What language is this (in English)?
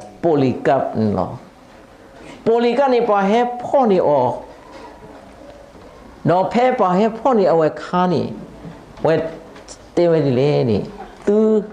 S'gaw Karen